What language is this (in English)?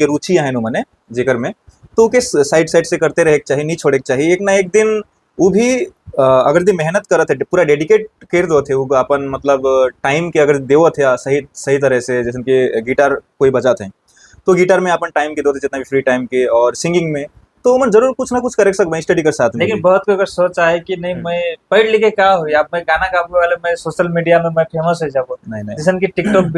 Sadri